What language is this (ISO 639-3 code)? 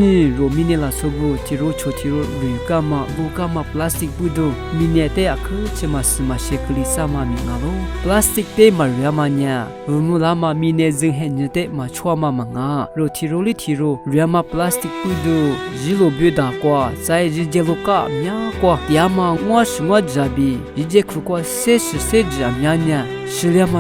lis